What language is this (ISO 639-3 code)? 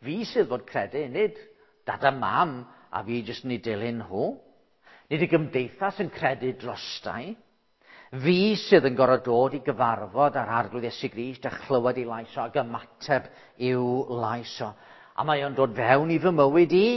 cym